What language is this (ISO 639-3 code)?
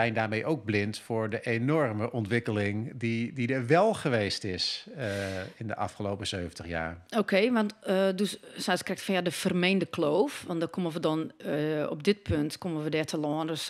fry